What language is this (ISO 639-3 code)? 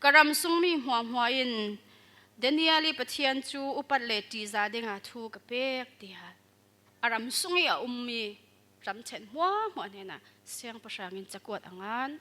cfm